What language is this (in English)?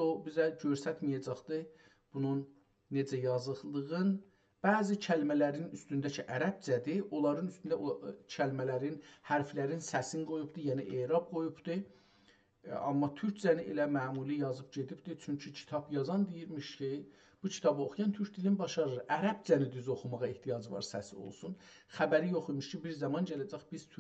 South Azerbaijani